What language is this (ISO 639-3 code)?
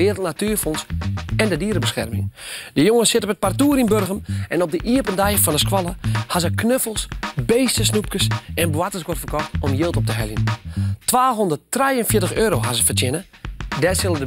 fry